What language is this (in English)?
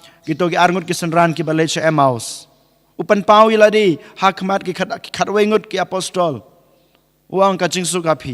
Khasi